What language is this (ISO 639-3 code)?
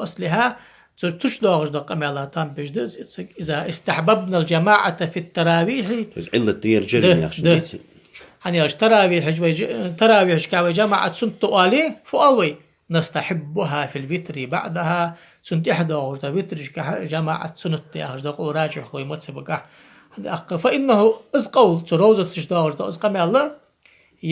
inh